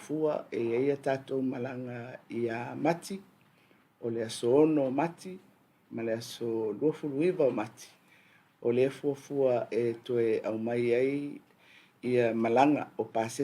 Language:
Samoan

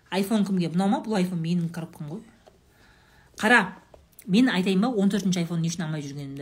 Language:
Kazakh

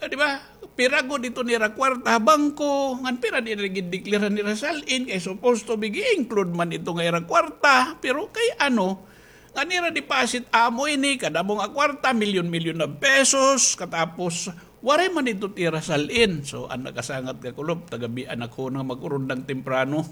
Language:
Waray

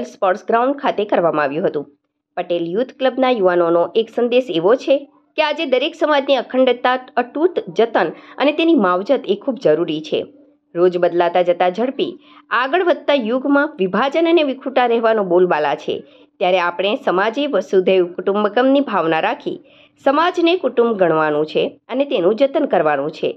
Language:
Gujarati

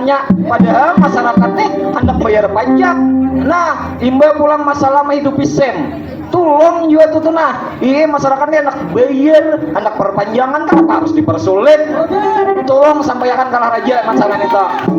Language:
Banjar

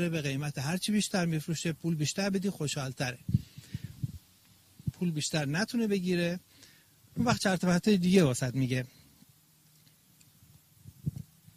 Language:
Persian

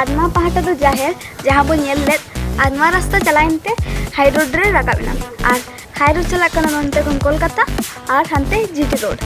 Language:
Santali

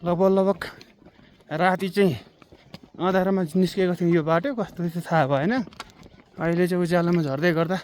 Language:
Nepali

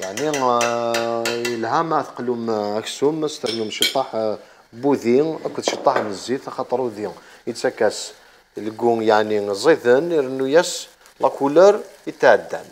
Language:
Algerian Arabic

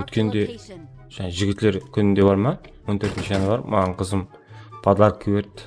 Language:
Kara-Kalpak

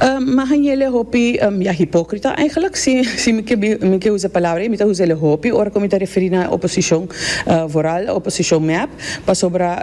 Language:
Papiamento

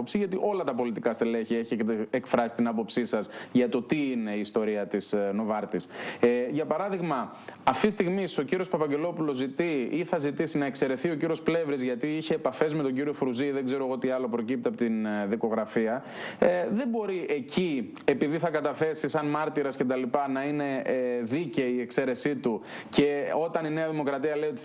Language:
Greek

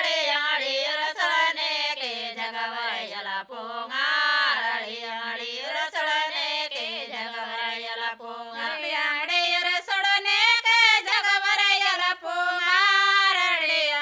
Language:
Gondi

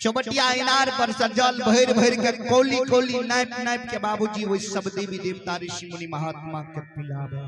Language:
Maithili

